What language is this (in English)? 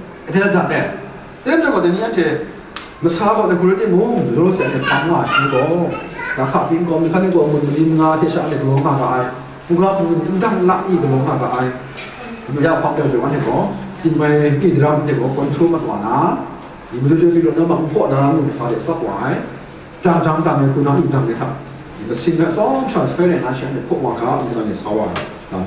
Kachin